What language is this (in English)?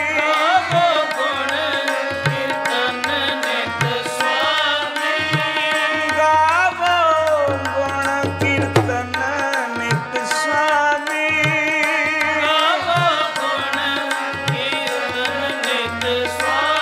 Punjabi